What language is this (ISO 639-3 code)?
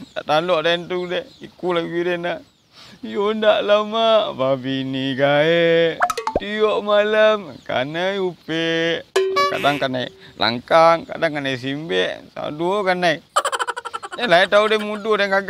min